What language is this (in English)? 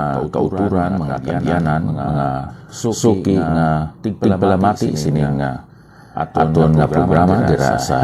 Hiligaynon